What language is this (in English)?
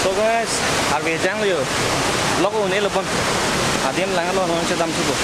Karbi